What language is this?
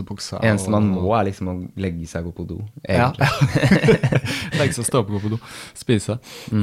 Norwegian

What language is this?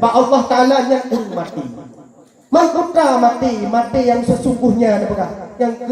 Achinese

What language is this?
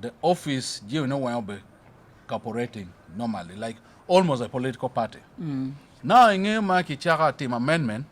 Acoli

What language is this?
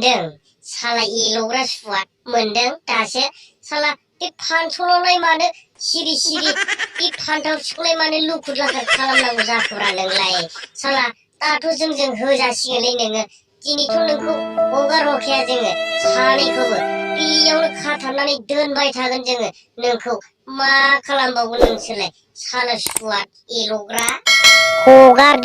Bodo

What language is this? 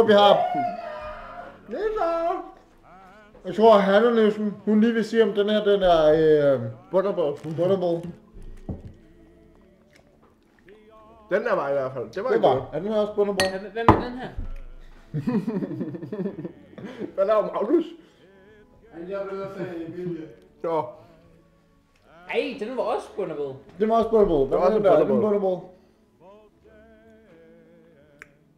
Danish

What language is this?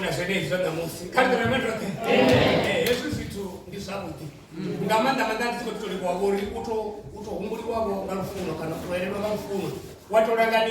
Venda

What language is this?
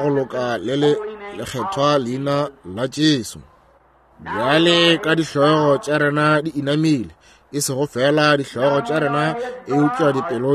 Northern Sotho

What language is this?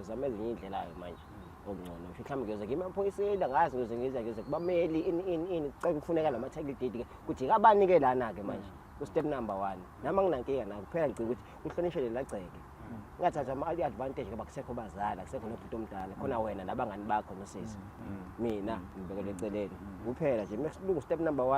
Zulu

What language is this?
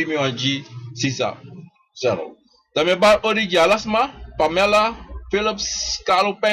Sranan Tongo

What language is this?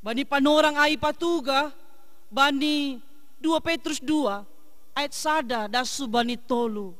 Batak Simalungun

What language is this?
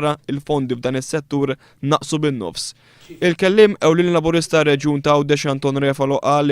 Maltese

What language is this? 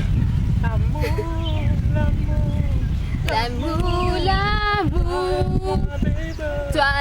Morisyen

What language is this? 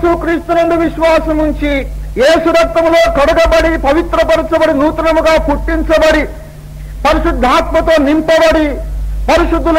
Telugu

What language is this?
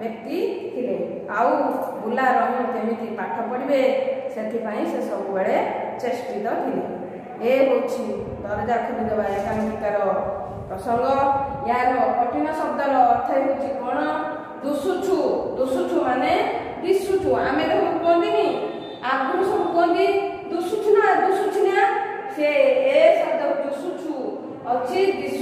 Odia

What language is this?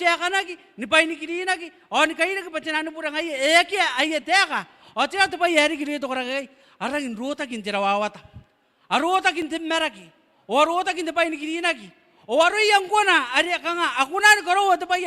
Gilbertese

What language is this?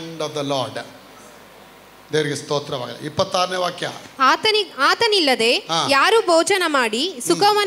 Kannada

